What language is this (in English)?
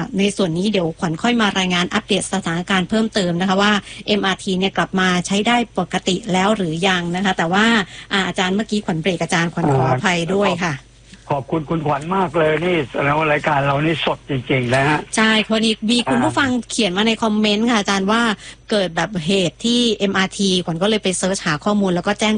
Thai